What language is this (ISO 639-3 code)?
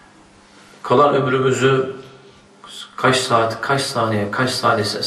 tur